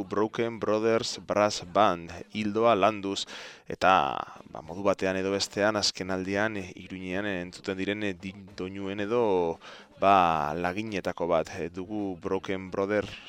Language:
Basque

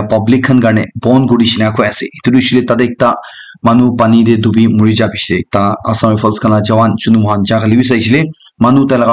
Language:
Naga Pidgin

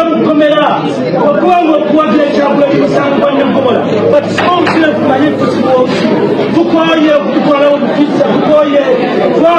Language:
Ganda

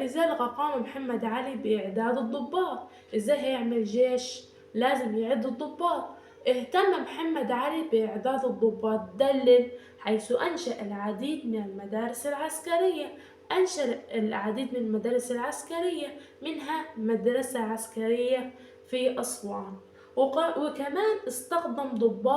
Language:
Egyptian Arabic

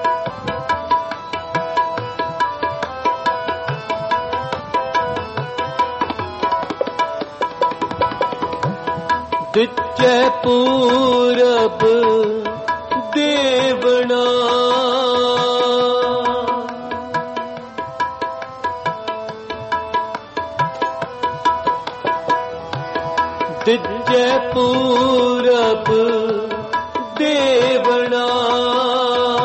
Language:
Punjabi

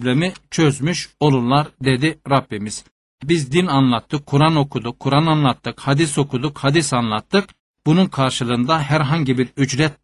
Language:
Turkish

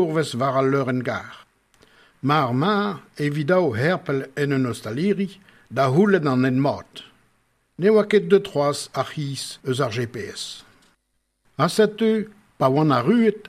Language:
Breton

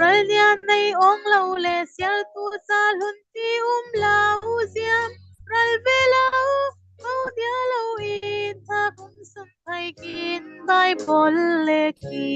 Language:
Falam Chin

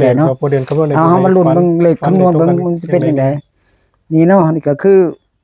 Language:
Northeastern Thai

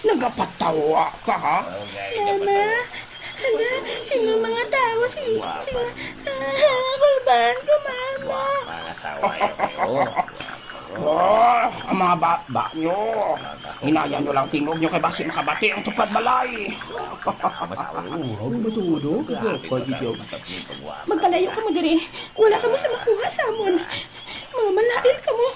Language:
Hiligaynon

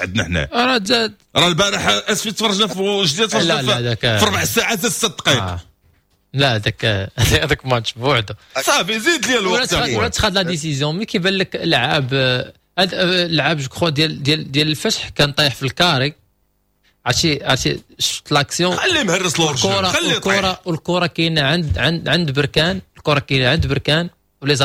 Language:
Moroccan Arabic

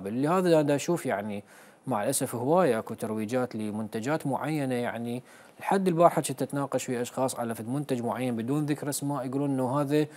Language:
Mesopotamian Arabic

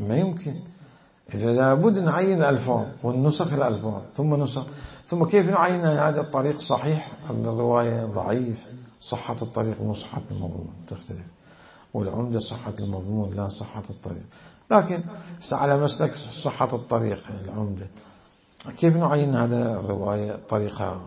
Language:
Mesopotamian Arabic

